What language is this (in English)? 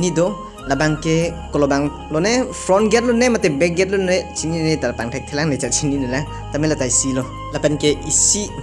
Karbi